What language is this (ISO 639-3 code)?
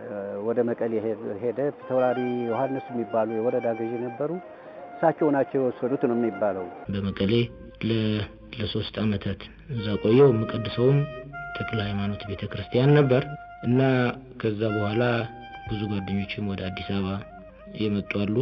amh